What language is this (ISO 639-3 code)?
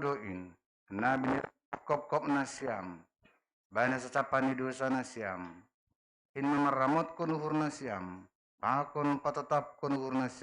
bts